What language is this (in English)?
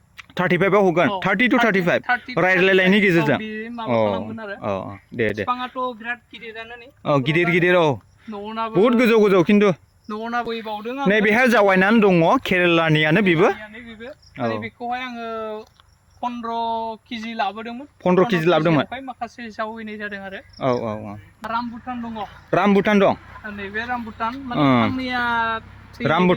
Bodo